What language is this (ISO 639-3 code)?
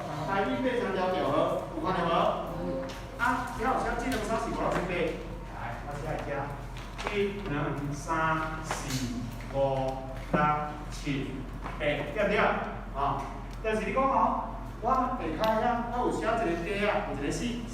nan